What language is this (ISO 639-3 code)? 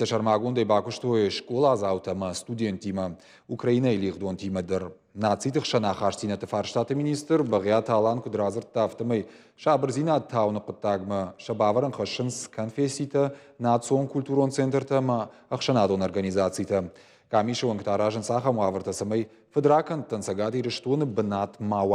oss